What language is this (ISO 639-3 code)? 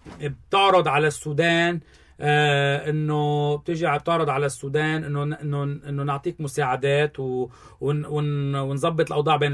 apc